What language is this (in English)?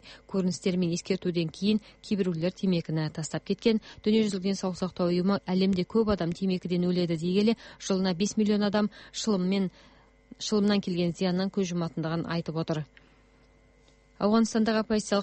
Kazakh